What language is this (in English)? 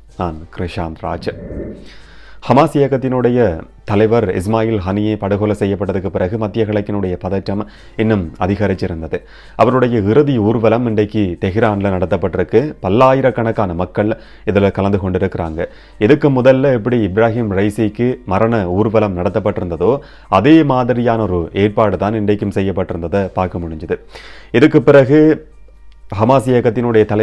Tamil